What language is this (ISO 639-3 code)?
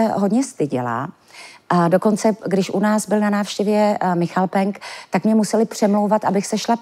ces